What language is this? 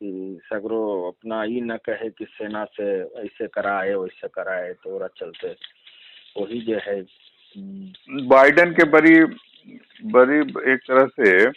Magahi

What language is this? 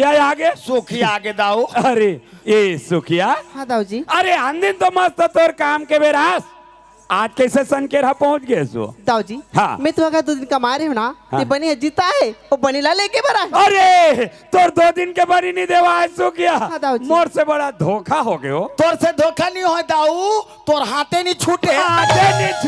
Chhattisgarhi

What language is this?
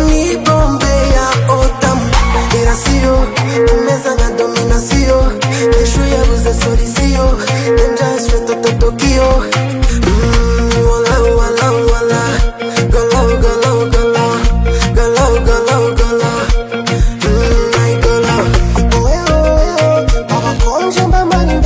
Kinyarwanda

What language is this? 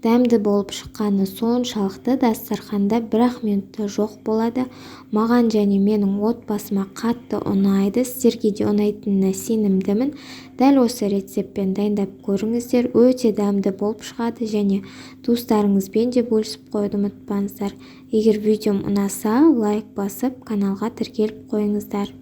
Kazakh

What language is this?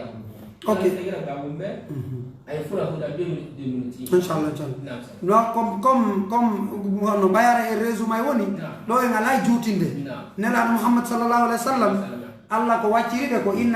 Pular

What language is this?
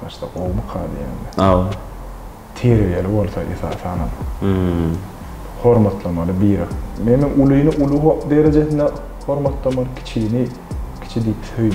Turkmen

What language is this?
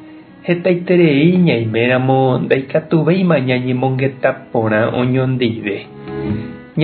Guarani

